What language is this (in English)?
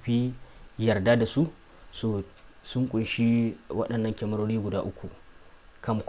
Hausa